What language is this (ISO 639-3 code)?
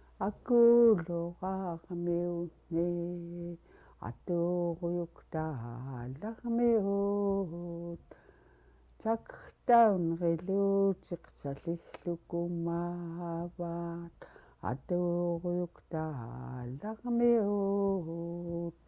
esu